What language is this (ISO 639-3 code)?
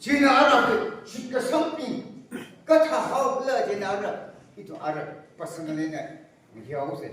nmf